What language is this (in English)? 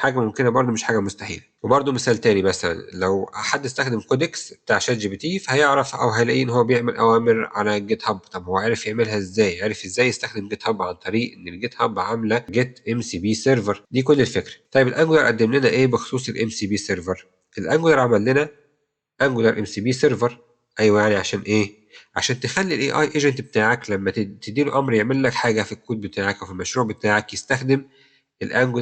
Egyptian Arabic